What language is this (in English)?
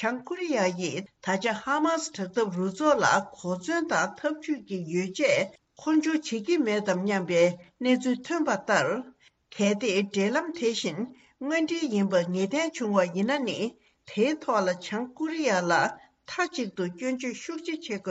Tibetan